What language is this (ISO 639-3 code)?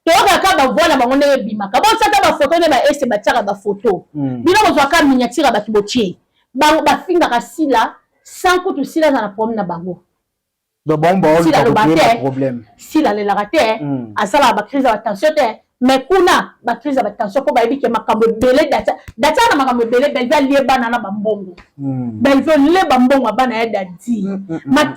lin